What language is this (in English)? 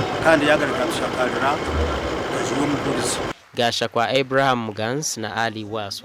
Nyankole